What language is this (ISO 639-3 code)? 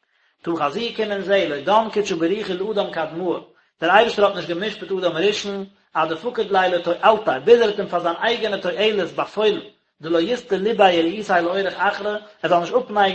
yid